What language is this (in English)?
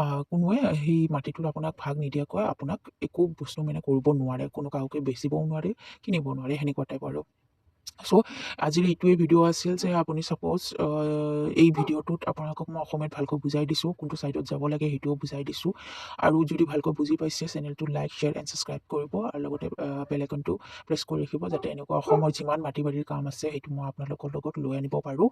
Assamese